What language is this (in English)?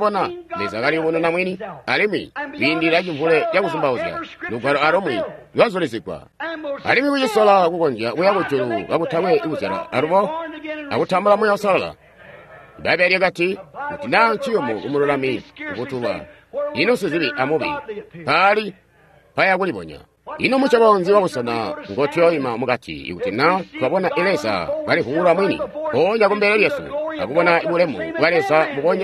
Tonga (Zambia)